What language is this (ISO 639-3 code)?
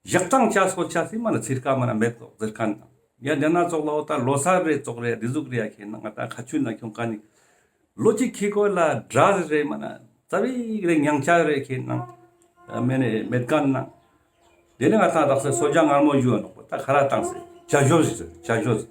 lbj